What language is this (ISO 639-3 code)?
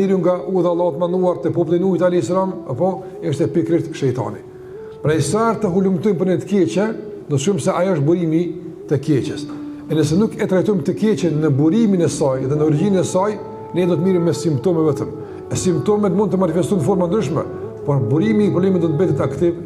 sqi